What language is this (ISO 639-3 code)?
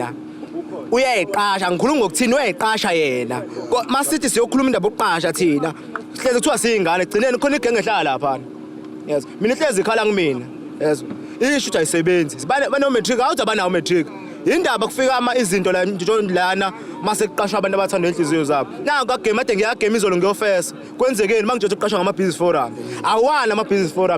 zul